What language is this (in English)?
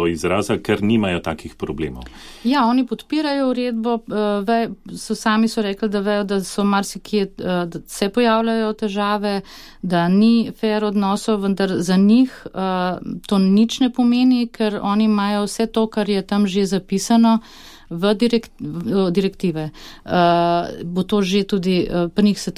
Slovenian